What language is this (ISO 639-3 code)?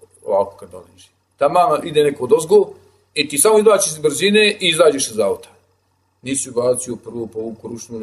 bos